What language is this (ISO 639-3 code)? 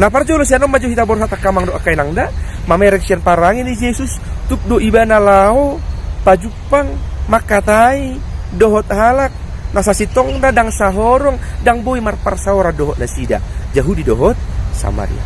bbc